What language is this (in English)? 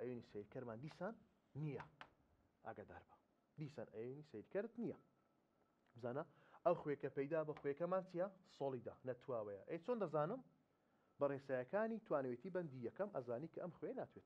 Central Kurdish